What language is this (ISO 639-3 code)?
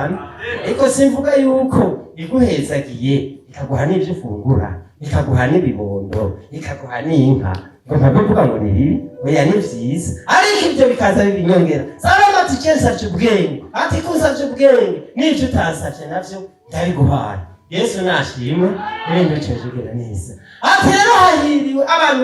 run